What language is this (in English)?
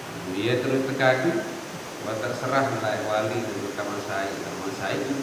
Sasak